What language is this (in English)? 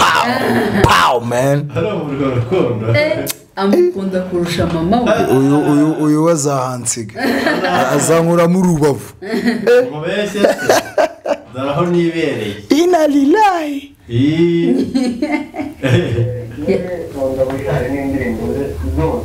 Kinyarwanda